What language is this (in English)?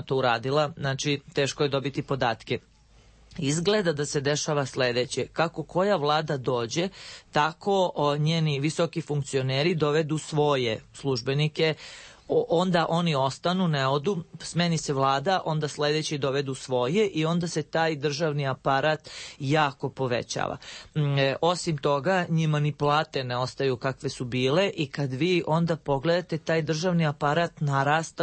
Serbian